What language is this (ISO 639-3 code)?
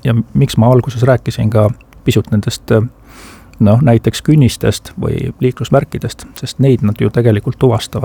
est